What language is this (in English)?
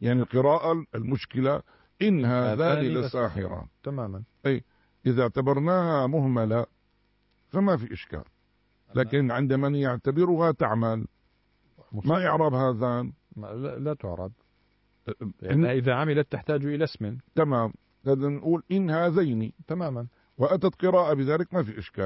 Arabic